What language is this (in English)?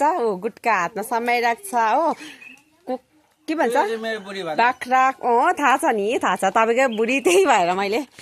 Nepali